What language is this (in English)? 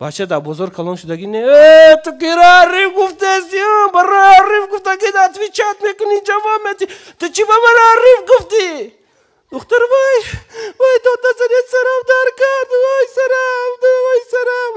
Tajik